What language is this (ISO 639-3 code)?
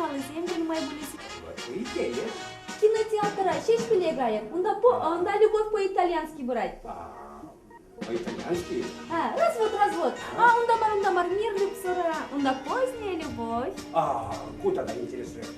chv